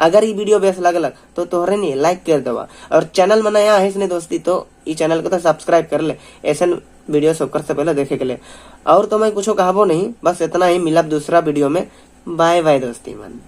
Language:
Sadri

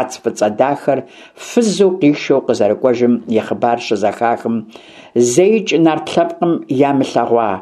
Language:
Kabardian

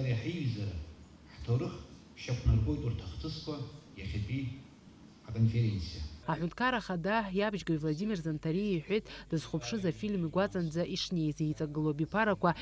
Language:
Abkhazian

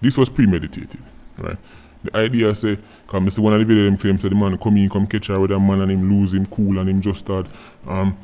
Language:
Jamaican Creole English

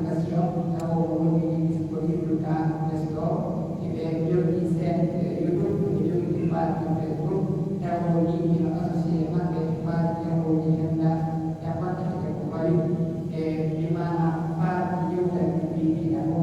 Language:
Pular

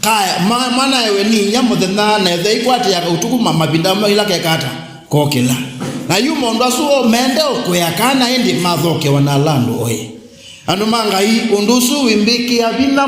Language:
Kamba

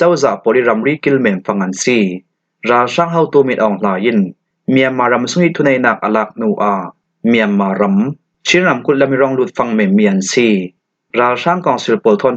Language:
Falam Chin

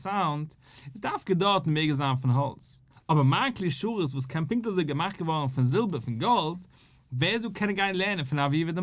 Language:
Yiddish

